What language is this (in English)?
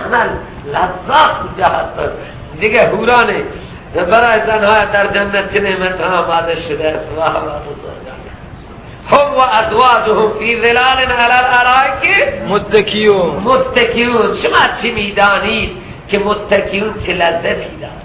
Persian